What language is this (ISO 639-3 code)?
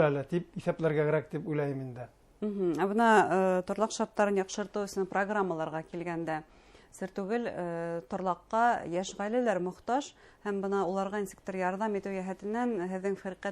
bak